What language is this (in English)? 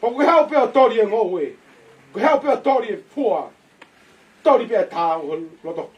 Tongan